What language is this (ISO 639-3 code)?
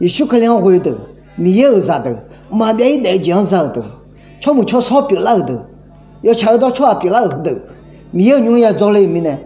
ahk